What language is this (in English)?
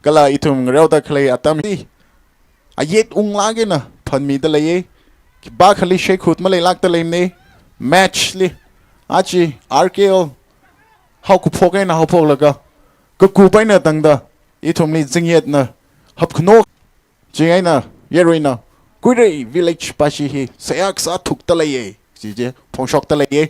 Tangkhul Naga (India)